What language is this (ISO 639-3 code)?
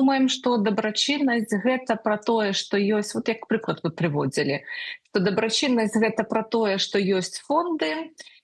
bel